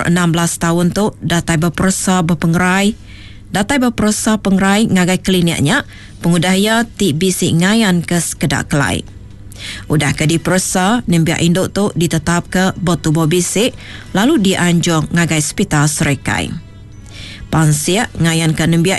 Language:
Iban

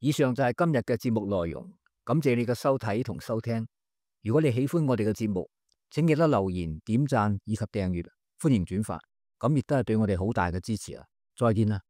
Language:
Cantonese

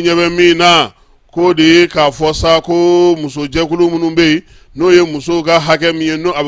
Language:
Bambara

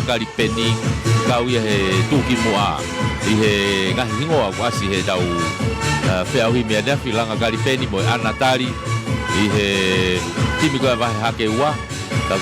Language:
Tongan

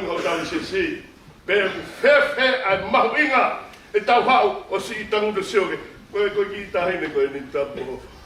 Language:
Tongan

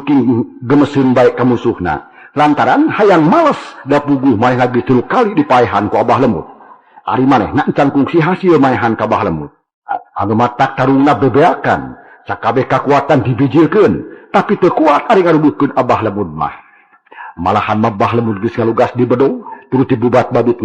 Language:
Sundanese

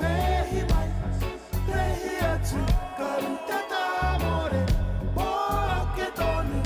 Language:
Māori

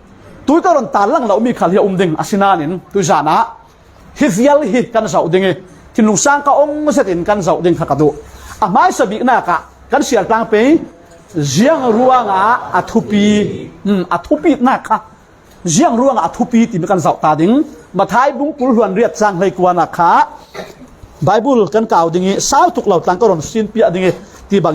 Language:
Falam Chin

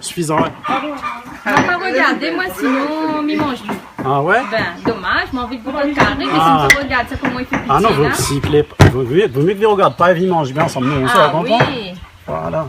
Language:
Réunion Creole French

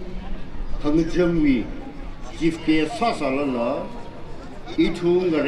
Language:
Tangkhul Naga (India)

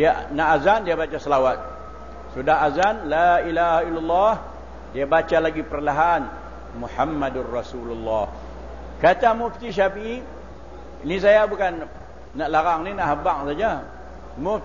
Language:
Malay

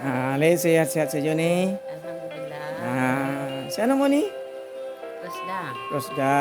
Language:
Minangkabau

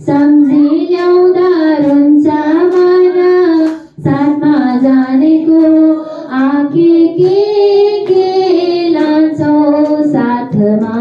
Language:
Nepali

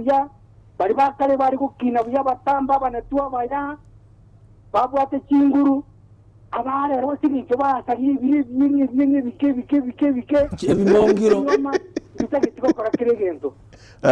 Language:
Gusii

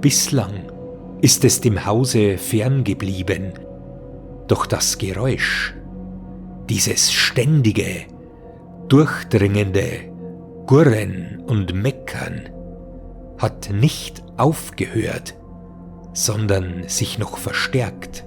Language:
Bavarian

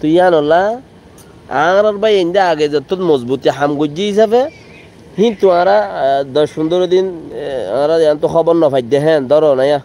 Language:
Rohingya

